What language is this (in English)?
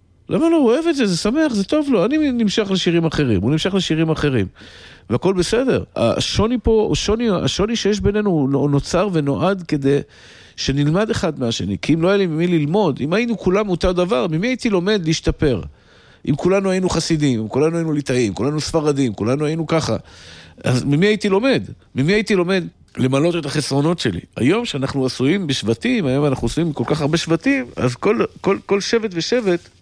Hebrew